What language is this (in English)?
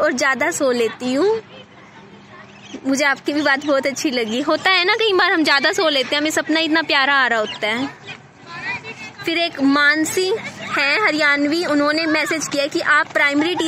Hindi